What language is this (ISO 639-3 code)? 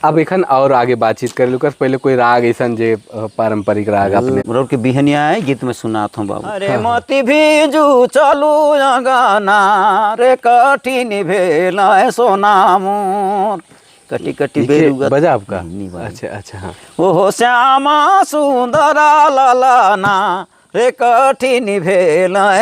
sck